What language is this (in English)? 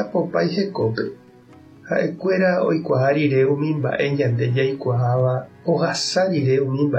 Guarani